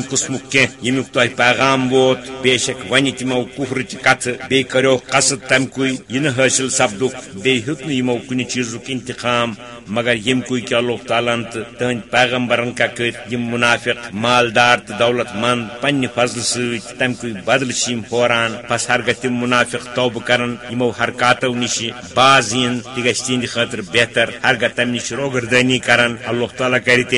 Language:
Kashmiri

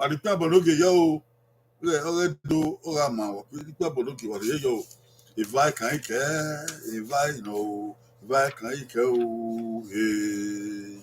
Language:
Bini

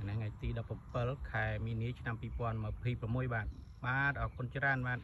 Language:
Khmer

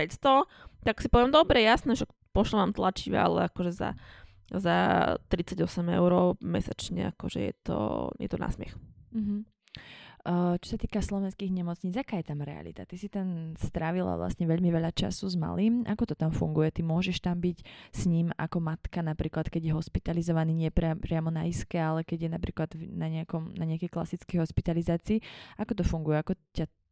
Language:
Slovak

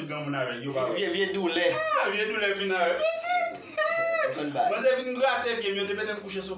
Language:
Haitian Creole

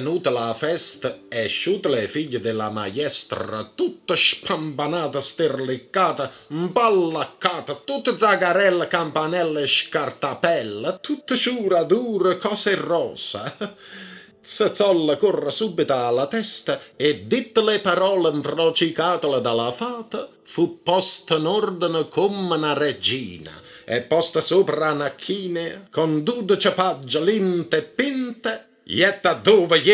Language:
Neapolitan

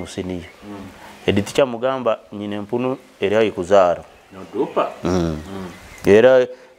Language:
Nyoro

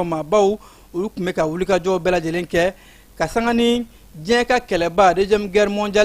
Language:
Bambara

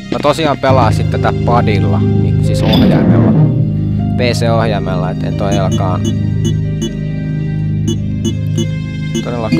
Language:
Finnish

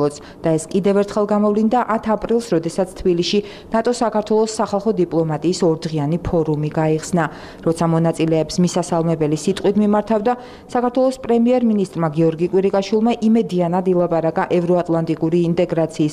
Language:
Georgian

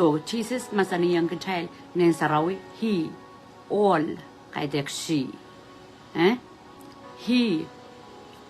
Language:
Pohnpeian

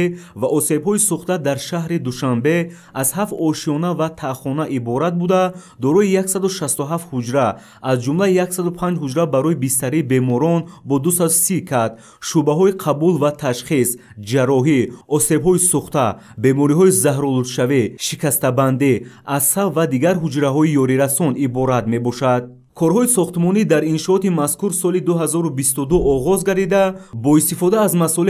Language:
Tajik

